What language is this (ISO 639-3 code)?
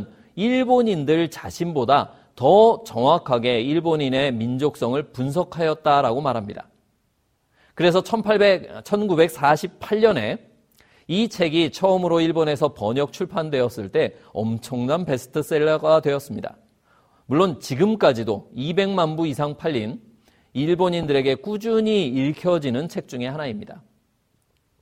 kor